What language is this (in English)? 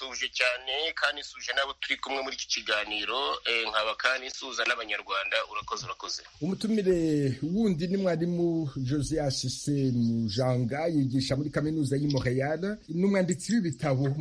Kinyarwanda